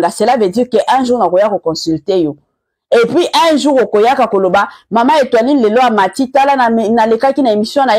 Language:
Lingala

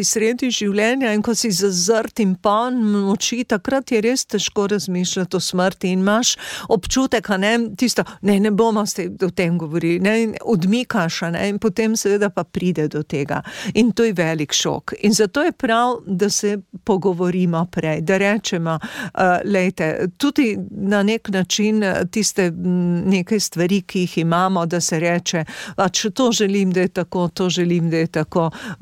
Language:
Slovenian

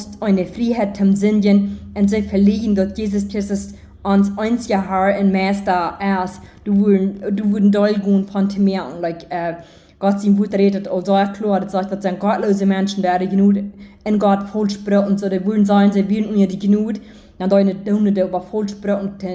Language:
Plautdietsch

